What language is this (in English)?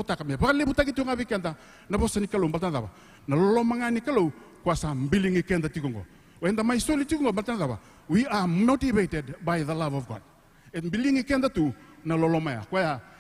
Fijian